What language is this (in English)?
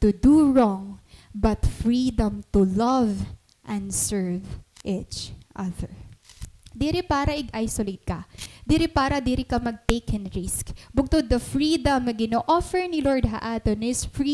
Waray